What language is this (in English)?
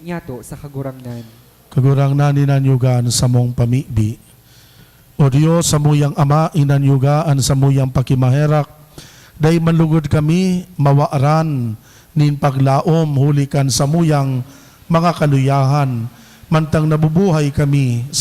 Bikol